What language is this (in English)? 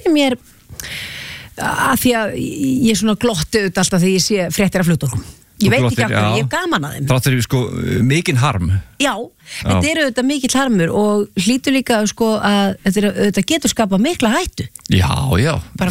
Icelandic